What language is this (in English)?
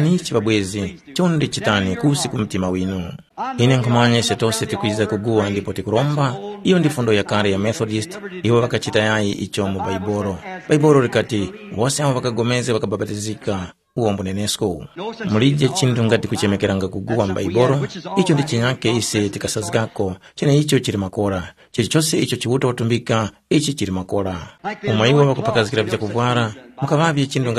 Tumbuka